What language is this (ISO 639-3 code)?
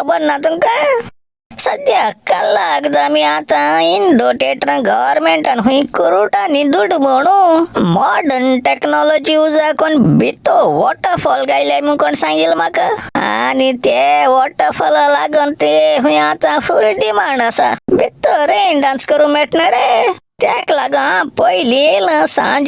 kok